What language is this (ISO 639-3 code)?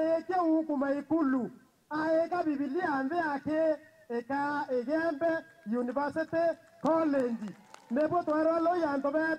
mer